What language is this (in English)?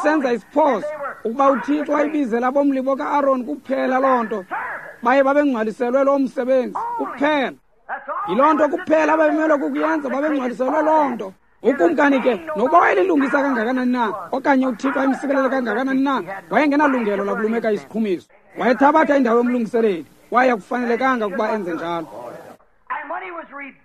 Xhosa